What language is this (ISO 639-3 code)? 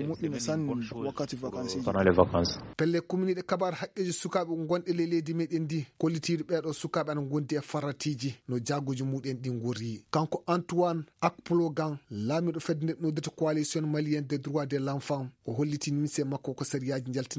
ful